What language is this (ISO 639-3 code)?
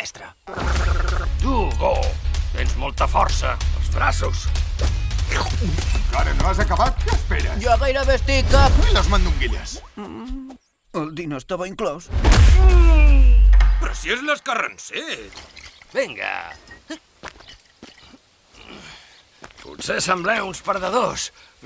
cat